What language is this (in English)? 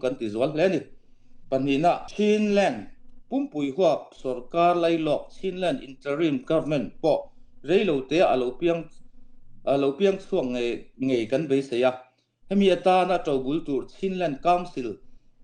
Falam Chin